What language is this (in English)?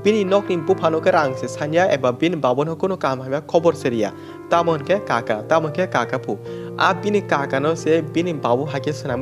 Kok Borok